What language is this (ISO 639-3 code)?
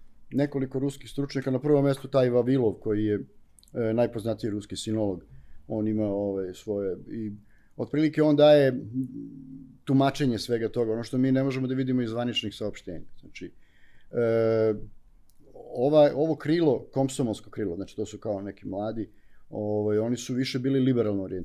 srp